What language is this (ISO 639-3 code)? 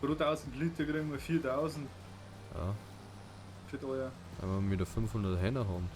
bar